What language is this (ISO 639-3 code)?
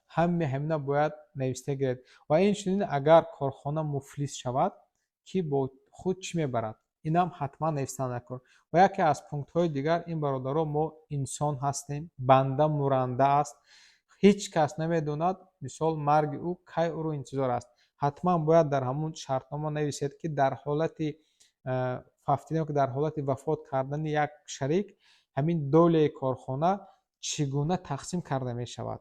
tgk